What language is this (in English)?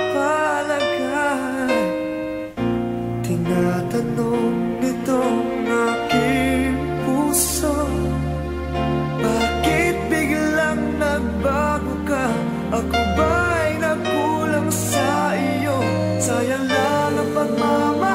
Filipino